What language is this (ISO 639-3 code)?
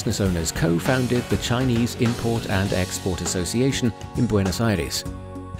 eng